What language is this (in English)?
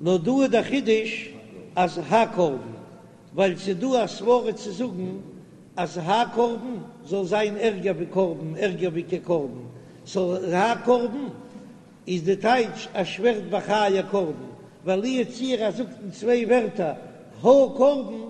Yiddish